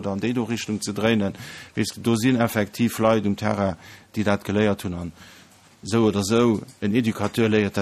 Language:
Luxembourgish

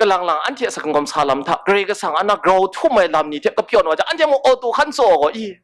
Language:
Kachin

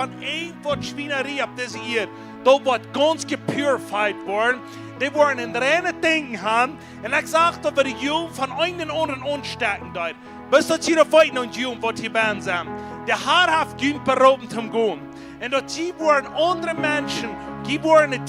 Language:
Plautdietsch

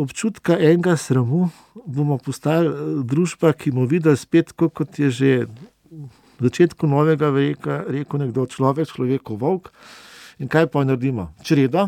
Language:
Slovenian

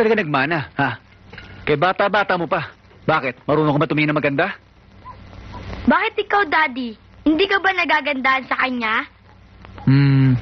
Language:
Filipino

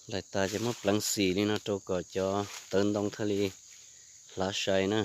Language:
Hmong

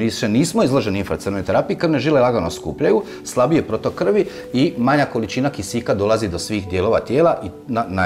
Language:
Croatian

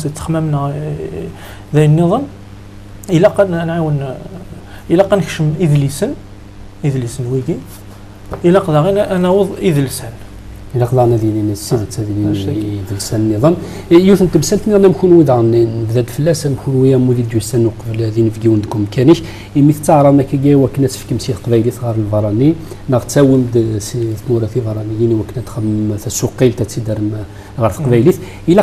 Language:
Kabyle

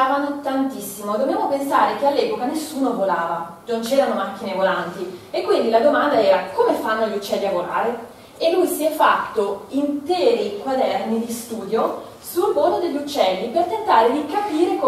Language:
Italian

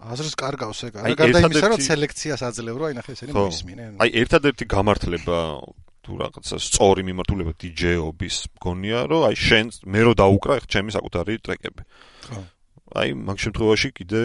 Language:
Georgian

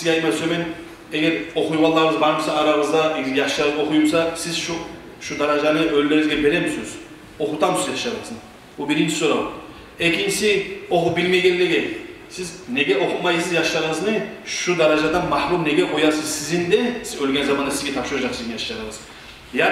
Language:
Kumyk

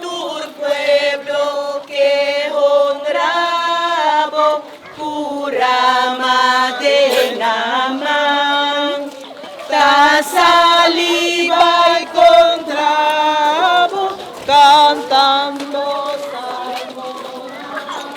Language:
Papiamento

